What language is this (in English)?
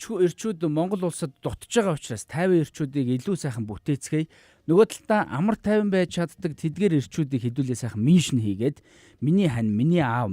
Mongolian